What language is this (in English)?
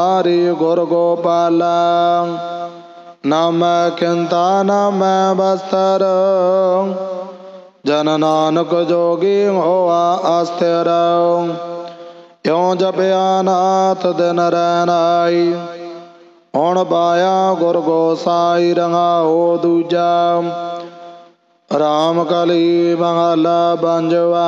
Punjabi